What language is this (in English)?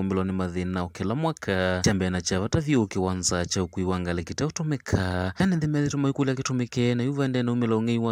Kamba